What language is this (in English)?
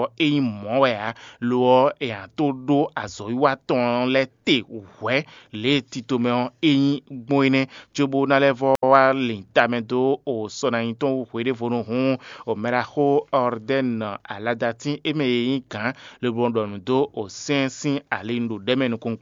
Fon